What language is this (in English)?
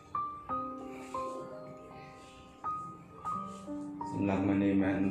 Lao